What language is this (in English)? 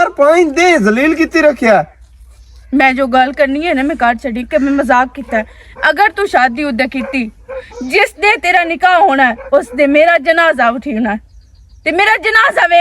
Western Panjabi